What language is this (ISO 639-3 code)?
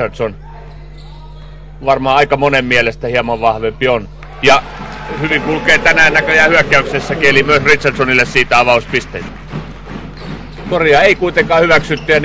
fin